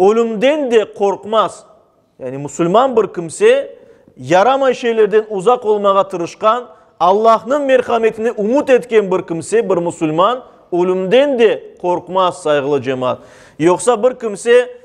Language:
Crimean Tatar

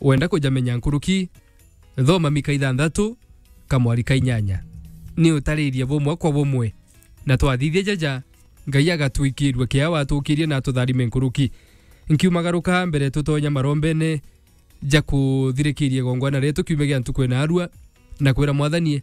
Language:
Meru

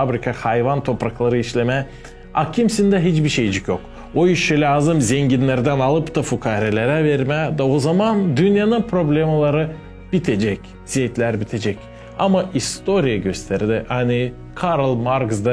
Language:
Gagauz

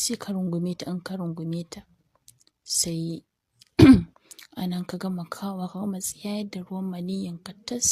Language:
Hausa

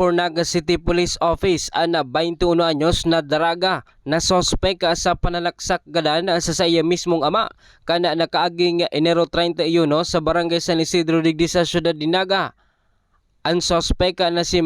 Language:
Bikol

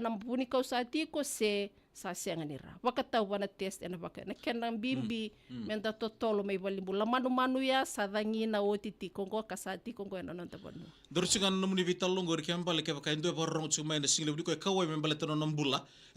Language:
Fijian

